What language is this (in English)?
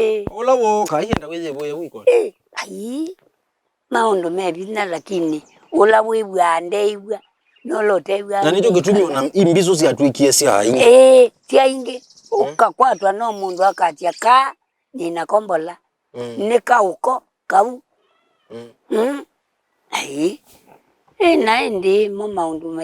Kamba